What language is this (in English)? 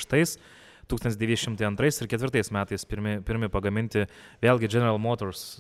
Lithuanian